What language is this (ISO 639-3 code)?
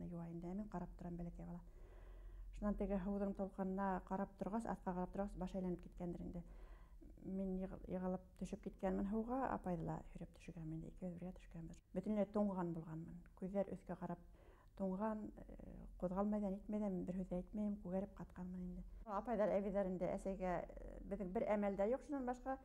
bak